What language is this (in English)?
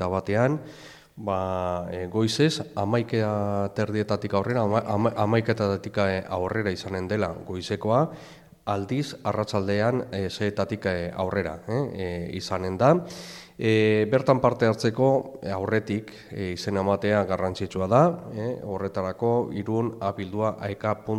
Basque